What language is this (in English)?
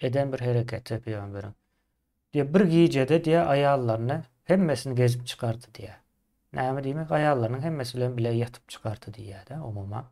Turkmen